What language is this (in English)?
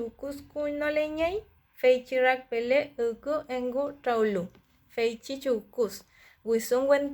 Mapuche